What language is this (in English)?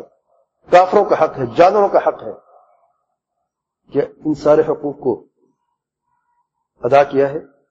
Urdu